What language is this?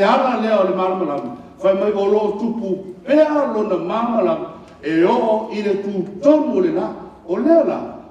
Samoan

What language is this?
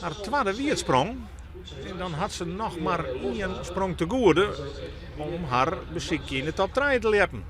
Western Frisian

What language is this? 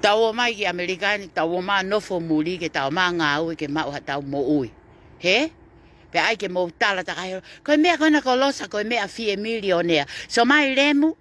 Tongan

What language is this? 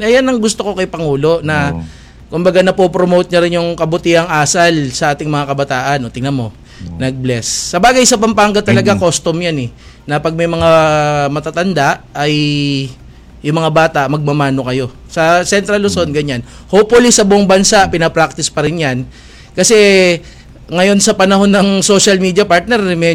Filipino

